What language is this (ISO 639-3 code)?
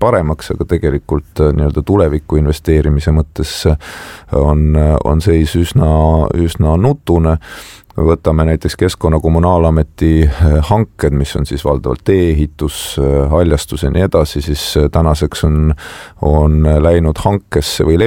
est